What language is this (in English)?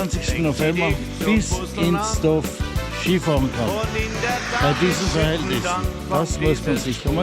Bavarian